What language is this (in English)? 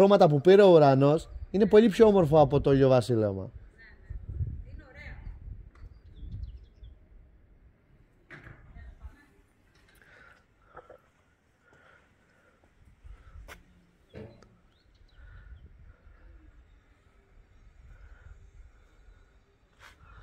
Greek